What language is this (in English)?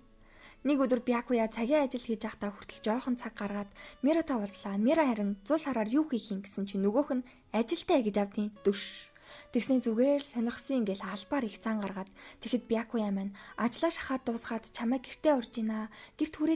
Mongolian